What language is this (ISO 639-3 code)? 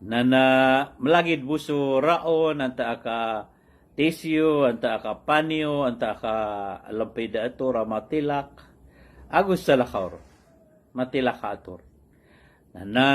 mrw